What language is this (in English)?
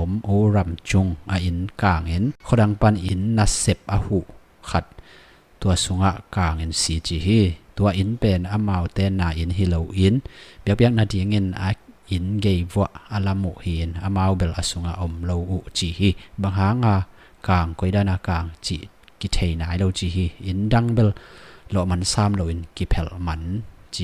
Tedim Chin